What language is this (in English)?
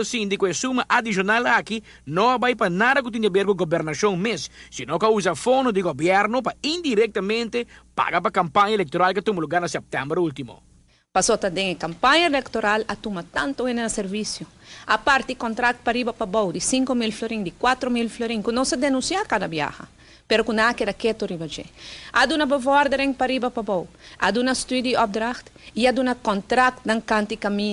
Papiamento